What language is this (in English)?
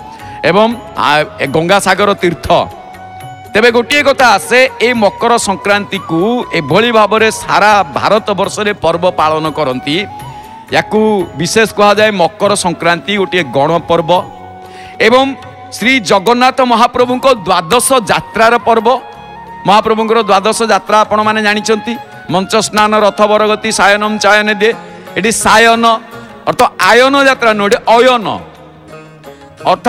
Odia